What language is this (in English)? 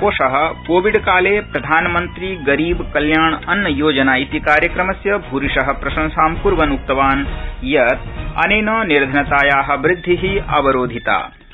Sanskrit